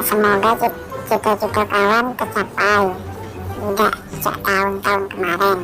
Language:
Musi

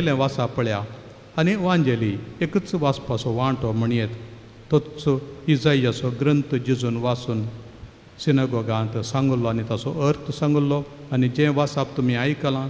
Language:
Konkani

